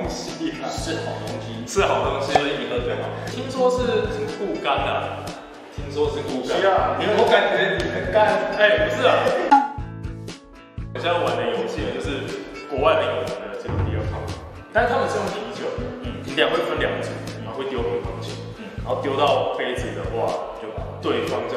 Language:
Chinese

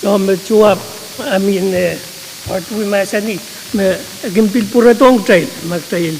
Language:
Pohnpeian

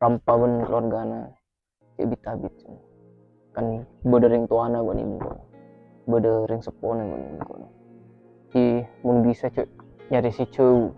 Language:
Madurese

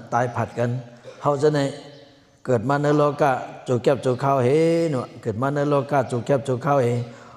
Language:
Shan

